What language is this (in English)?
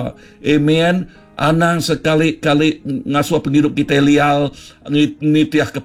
Iban